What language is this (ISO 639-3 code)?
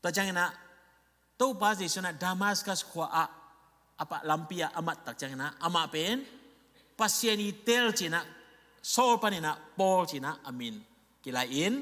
ctd